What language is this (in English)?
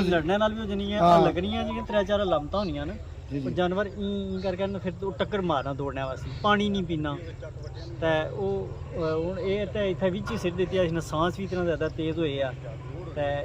Pahari-Potwari